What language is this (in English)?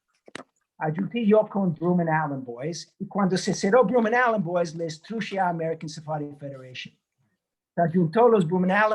Ladino